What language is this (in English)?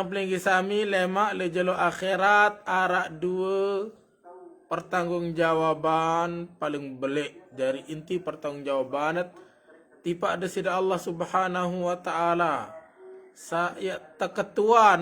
Sasak